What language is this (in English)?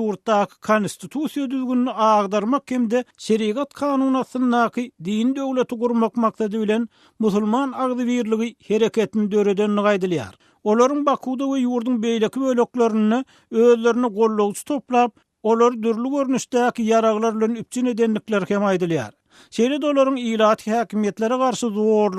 Turkmen